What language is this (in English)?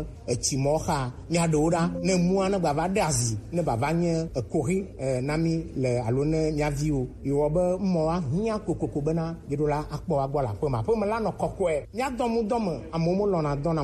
Gen